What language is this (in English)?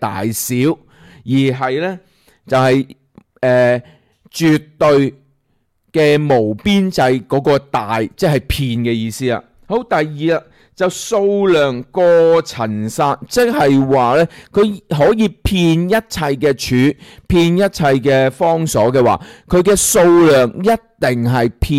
Cantonese